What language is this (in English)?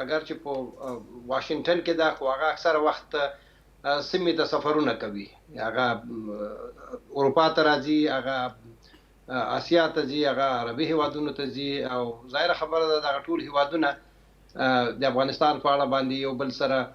Pashto